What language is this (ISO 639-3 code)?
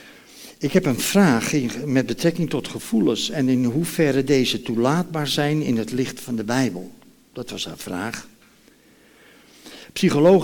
nld